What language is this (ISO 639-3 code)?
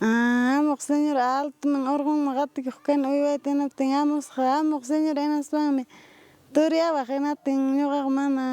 quy